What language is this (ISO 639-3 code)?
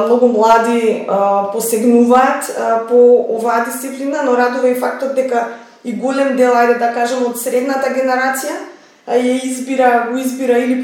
mkd